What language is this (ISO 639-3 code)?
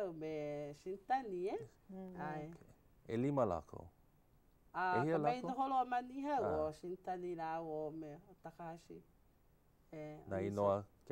haw